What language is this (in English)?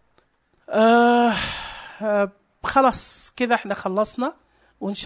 Najdi Arabic